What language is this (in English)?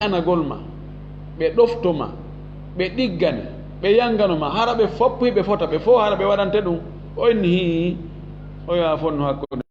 Fula